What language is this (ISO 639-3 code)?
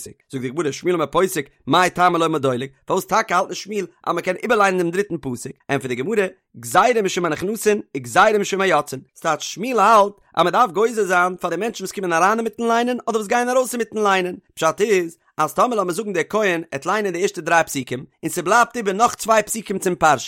yid